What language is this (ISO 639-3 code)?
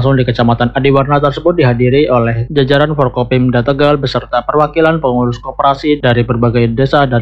ind